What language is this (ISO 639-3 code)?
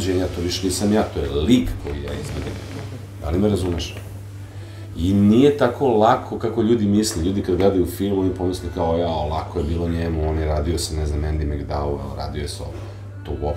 srp